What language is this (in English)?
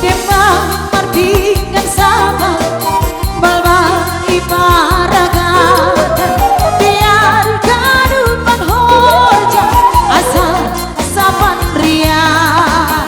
Batak Simalungun